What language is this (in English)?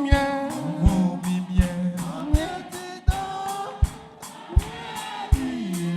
Baoulé